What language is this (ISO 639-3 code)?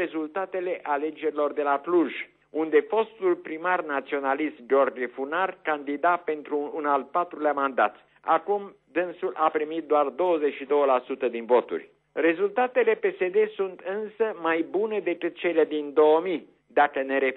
ron